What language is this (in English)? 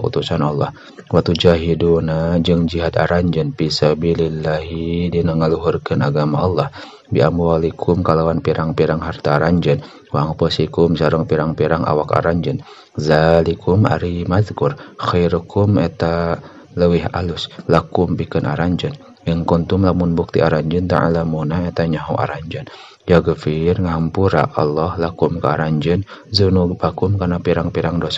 Sundanese